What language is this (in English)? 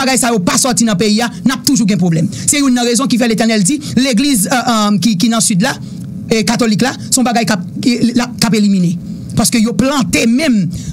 Haitian Creole